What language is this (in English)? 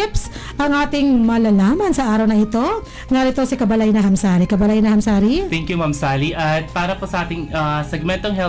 Filipino